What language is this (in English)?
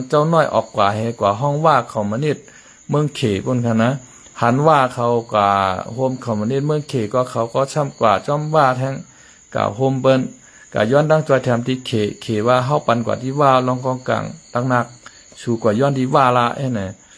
Shan